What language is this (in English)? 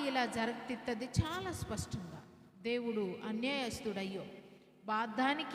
Koya